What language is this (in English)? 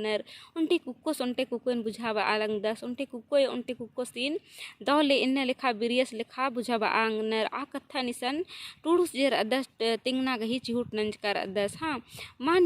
Kurukh